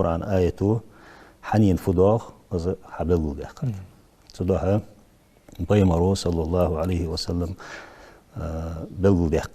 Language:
Ingush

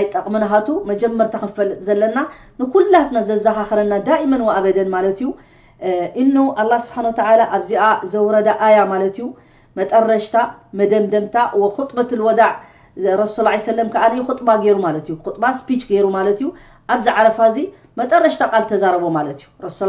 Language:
Tigrinya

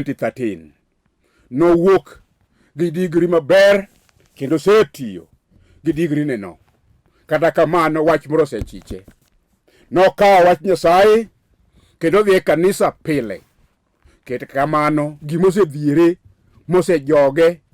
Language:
Luo (Kenya and Tanzania)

